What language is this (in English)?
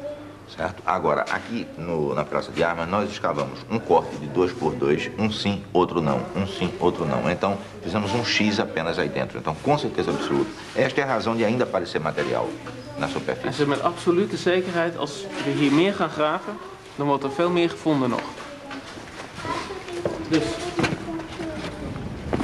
Dutch